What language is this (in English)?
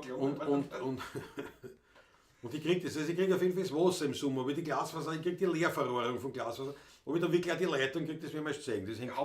Bavarian